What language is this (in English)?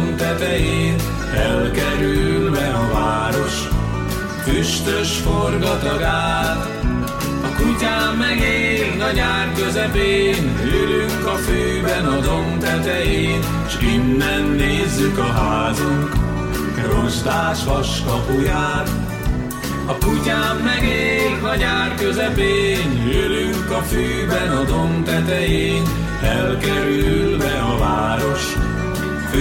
Hungarian